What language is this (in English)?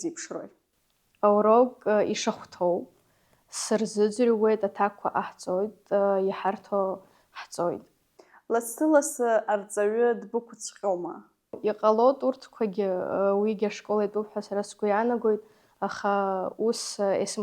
Abkhazian